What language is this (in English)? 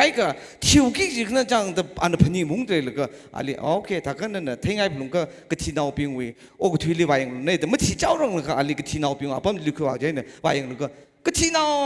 Tangkhul Naga (India)